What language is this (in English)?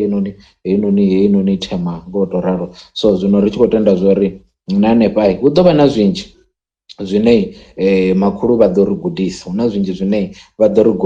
Venda